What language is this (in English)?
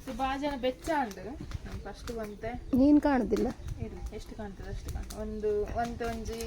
Tulu